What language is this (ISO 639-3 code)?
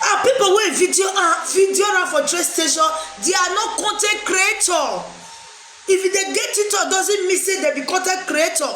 pcm